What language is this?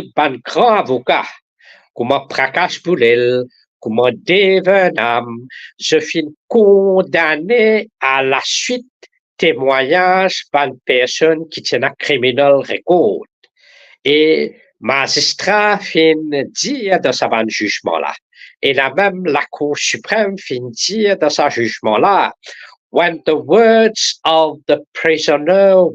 Morisyen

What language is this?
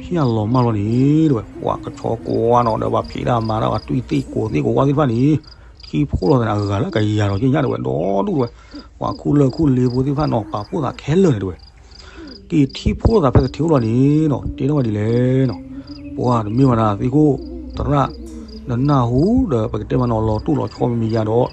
S'gaw Karen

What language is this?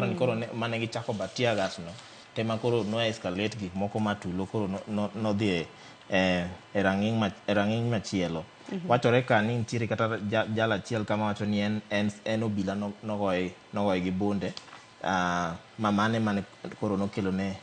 Luo (Kenya and Tanzania)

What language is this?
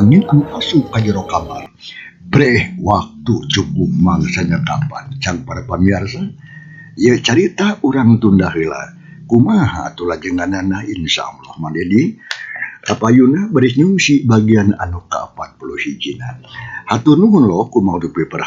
Sundanese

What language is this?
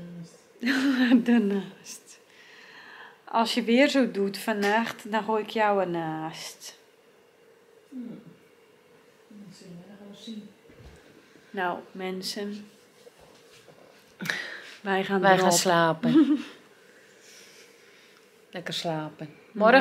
Dutch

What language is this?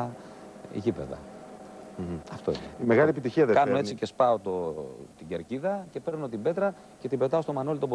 Greek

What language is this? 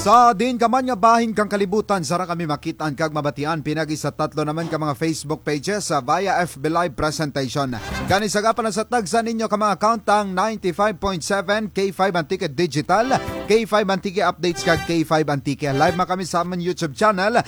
Kinaray-a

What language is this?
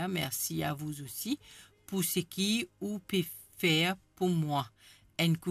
Morisyen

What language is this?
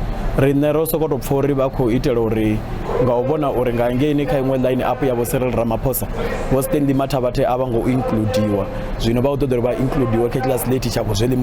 Venda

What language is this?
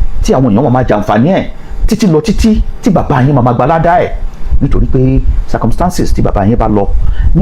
Yoruba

